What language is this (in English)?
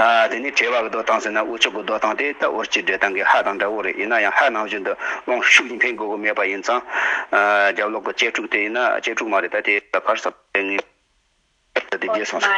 Tibetan